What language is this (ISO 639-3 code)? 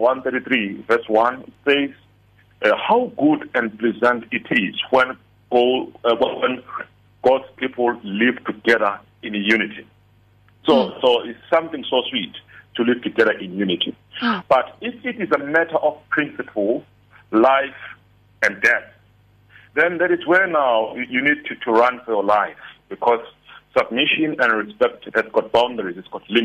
eng